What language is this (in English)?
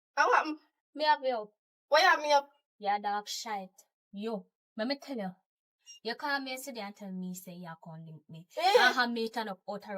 Jamaican Creole English